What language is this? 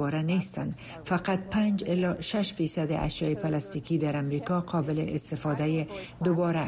Persian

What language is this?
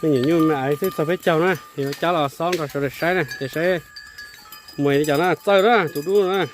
Hmong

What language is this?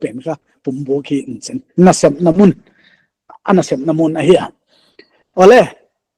Paite Chin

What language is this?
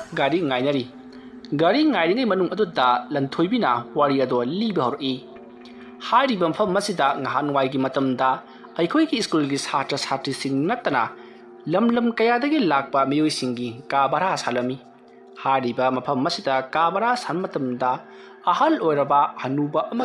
Manipuri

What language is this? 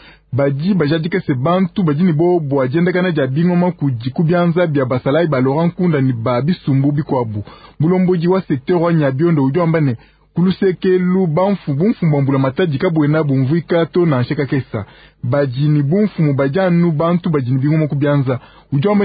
Luba-Lulua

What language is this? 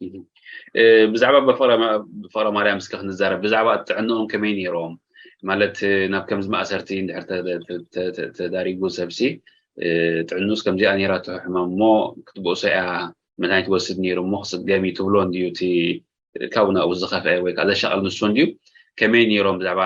Tigrinya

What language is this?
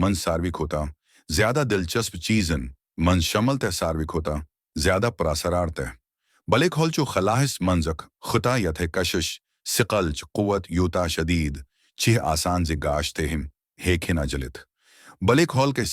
Kashmiri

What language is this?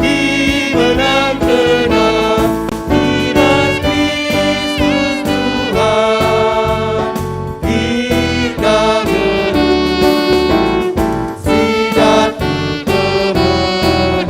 Batak Karo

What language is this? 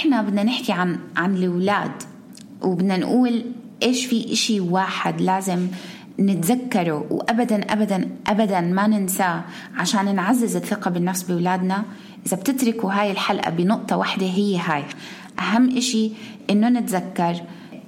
North Levantine Arabic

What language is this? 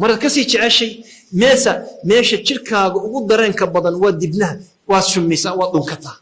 Somali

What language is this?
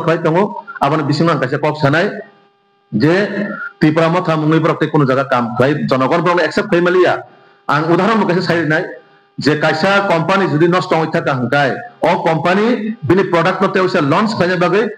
Kok Borok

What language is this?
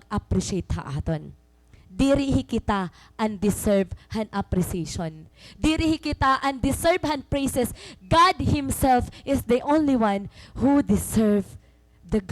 Waray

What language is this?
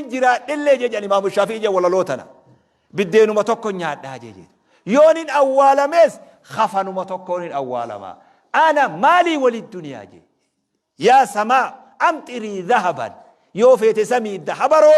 Oromo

